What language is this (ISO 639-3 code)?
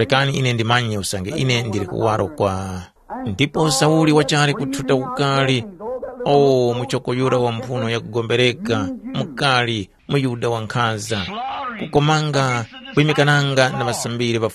tum